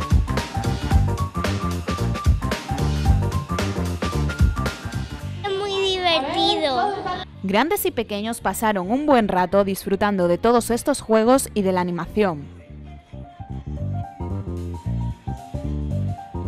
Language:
Spanish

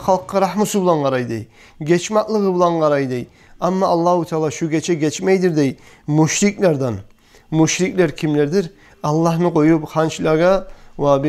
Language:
Kumyk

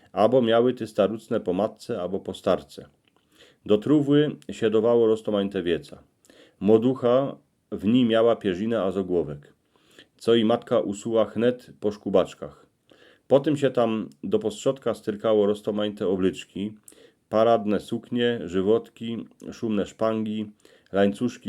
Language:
Silesian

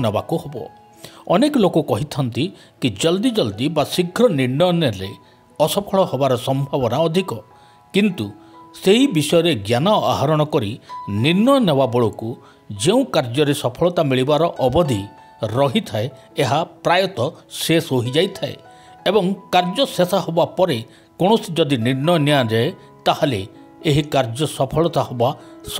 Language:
Odia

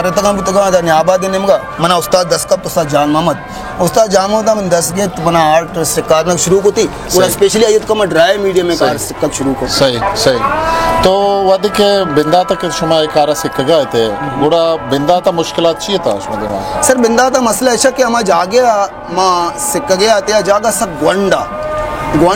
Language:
Baluchi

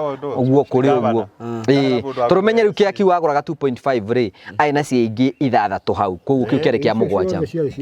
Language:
Kikuyu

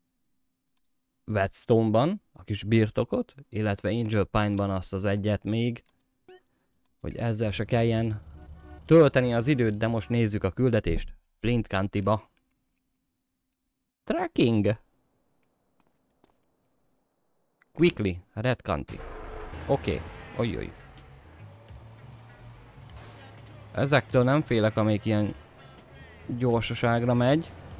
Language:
Hungarian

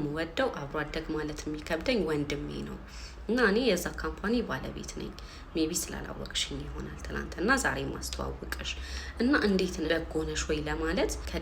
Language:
Amharic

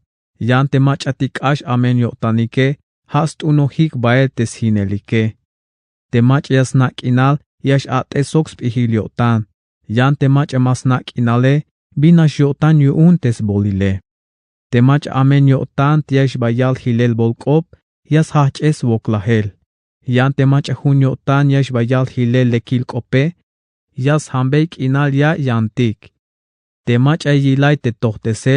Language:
Tzeltal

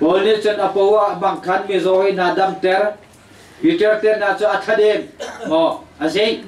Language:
Hakha Chin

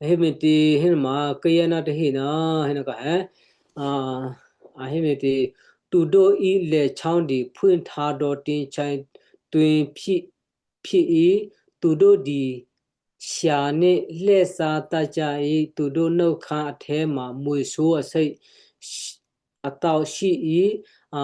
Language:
Western Kayah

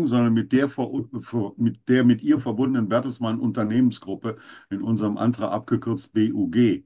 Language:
German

